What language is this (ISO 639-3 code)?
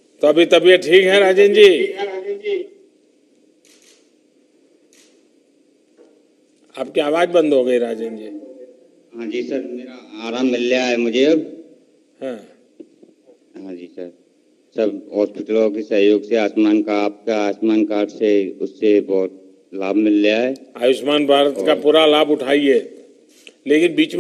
hin